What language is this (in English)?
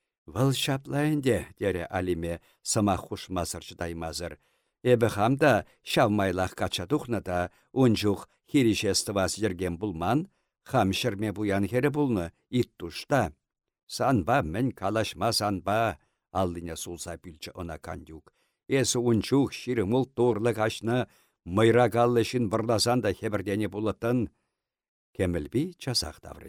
Chuvash